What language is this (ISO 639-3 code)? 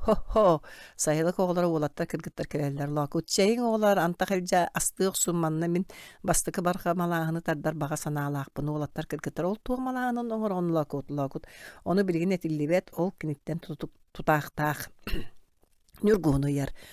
sah